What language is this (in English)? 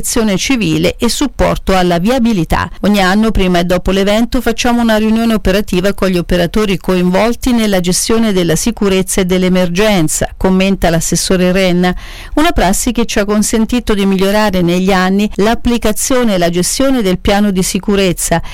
Italian